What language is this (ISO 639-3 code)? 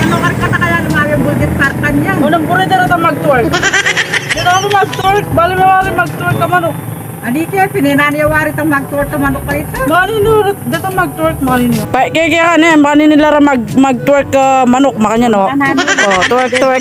pam